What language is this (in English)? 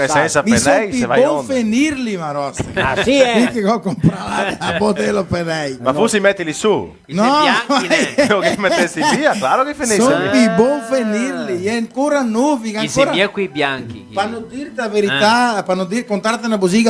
Venetian